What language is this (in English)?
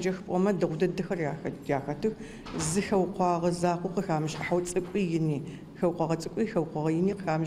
Adyghe